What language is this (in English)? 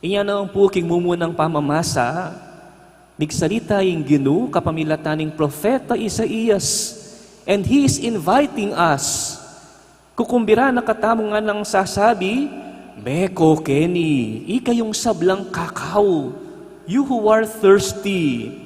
Pampanga